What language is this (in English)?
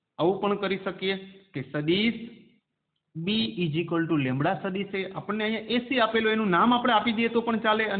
Gujarati